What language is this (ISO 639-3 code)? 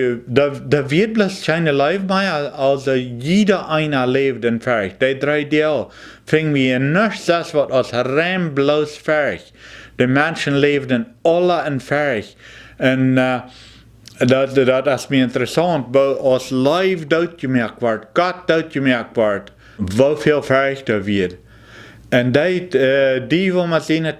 pdt